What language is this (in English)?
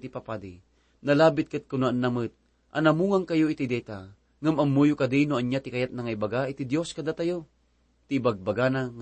Iloko